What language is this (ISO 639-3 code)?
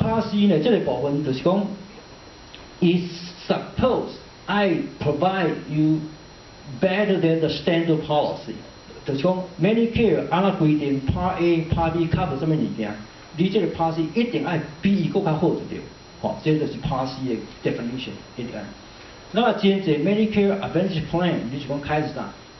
nan